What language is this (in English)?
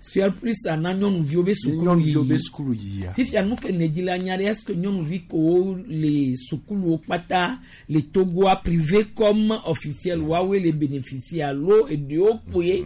Gen